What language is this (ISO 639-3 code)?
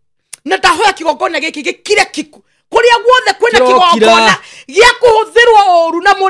kik